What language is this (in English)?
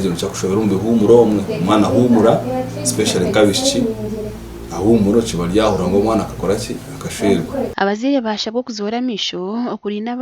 Nyankole